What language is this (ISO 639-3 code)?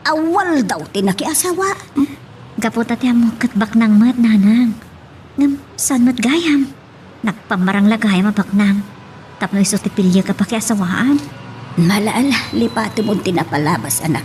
ilo